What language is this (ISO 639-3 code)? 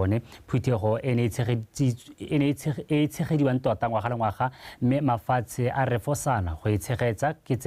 tsn